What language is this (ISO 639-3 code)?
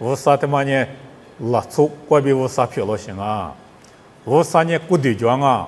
lis